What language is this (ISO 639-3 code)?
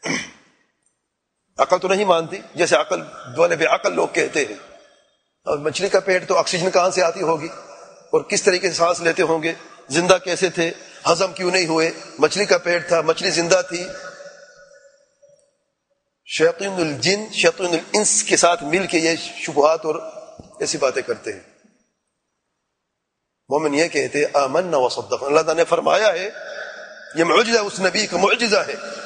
urd